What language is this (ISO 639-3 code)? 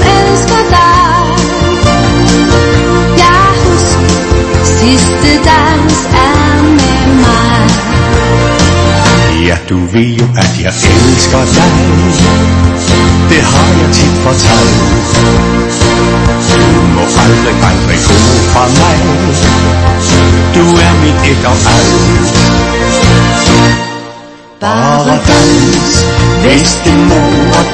dan